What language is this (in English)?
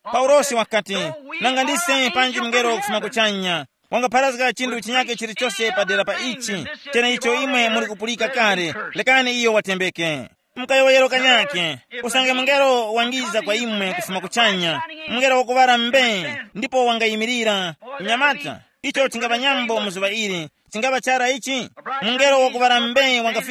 Tumbuka